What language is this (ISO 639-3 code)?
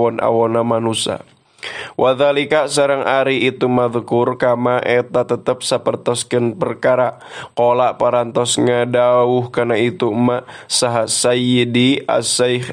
sun